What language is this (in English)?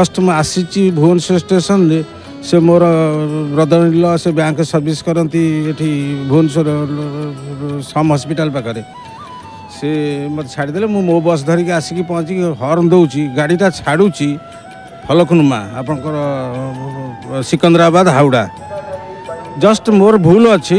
Odia